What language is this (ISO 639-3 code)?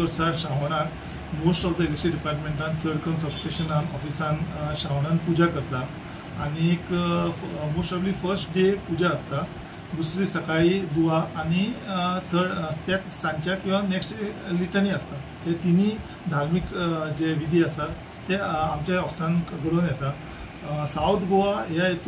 kok